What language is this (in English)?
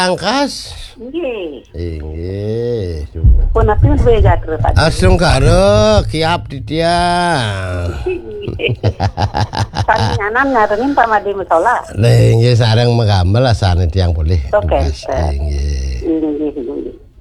Balinese